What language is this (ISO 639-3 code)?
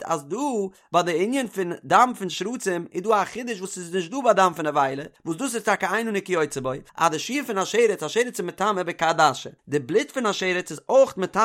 yid